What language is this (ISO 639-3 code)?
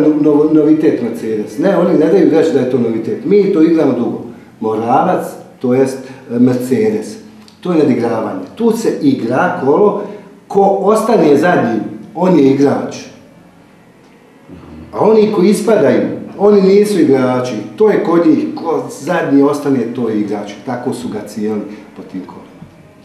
bos